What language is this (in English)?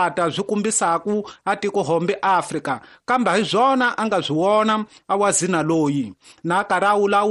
Tsonga